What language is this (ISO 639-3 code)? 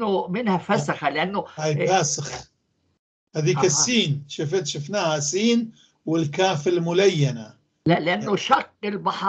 apc